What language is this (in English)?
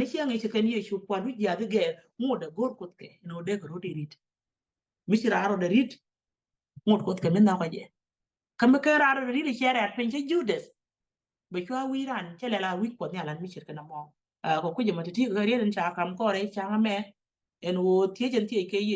Nuer